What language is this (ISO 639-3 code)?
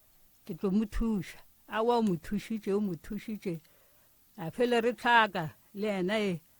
nso